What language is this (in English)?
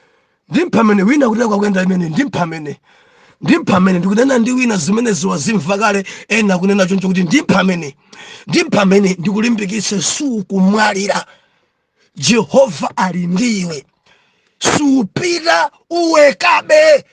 Nyanja